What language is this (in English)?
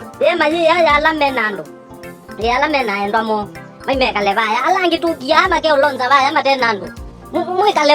Kamba